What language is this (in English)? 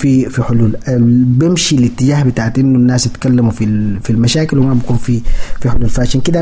Sudanese Arabic